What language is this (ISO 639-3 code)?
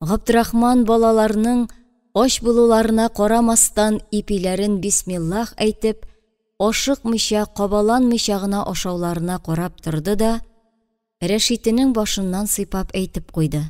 tat